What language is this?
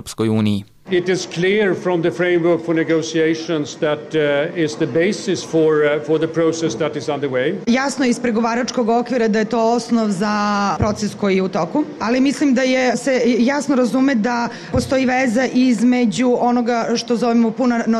Serbian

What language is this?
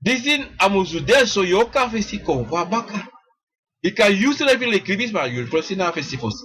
Sranan Tongo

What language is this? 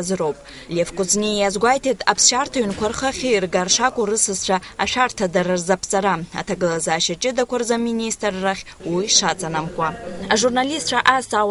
Abkhazian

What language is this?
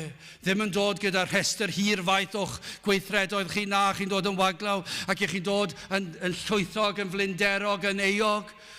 Welsh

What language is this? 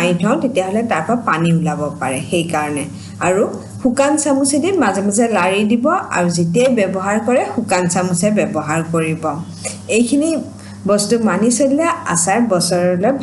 Assamese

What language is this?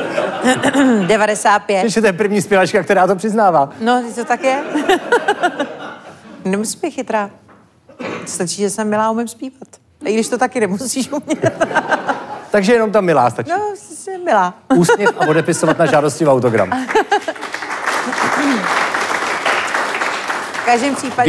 Czech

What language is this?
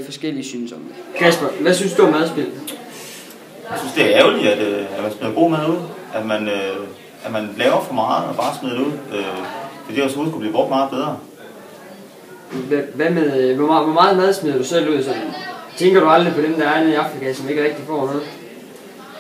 Danish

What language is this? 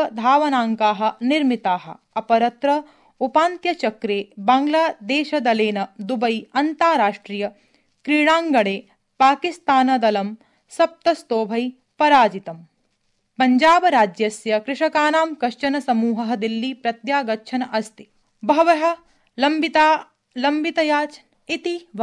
Sanskrit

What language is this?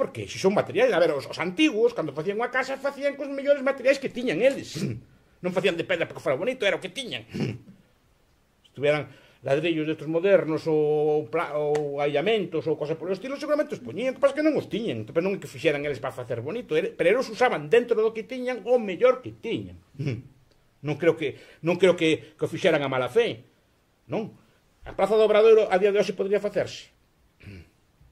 Galician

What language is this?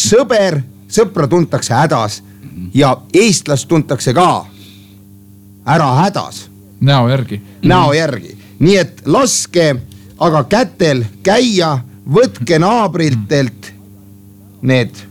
Estonian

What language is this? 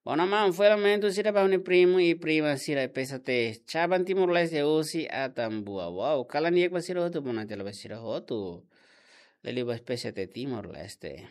Tetum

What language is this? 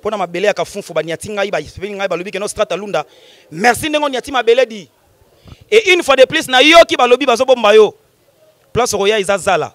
Lingala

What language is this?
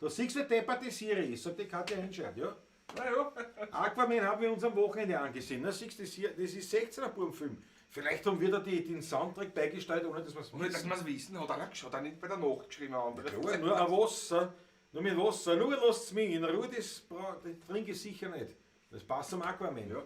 Bavarian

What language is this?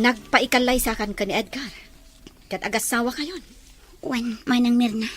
Iloko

